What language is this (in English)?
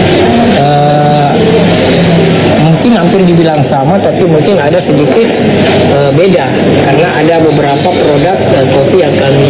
Indonesian